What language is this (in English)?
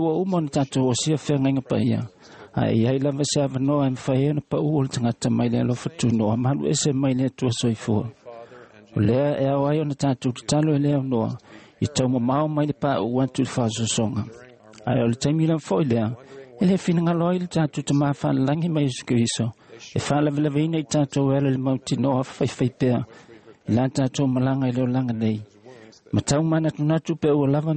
Samoan